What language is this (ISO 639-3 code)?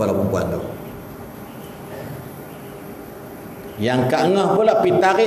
msa